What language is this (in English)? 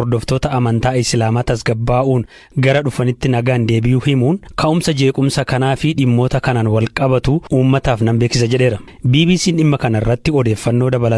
Oromo